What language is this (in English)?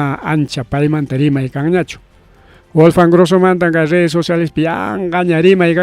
Ayacucho Quechua